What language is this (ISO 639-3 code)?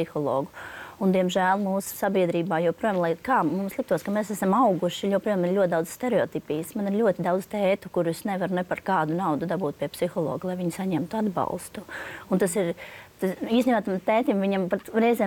lav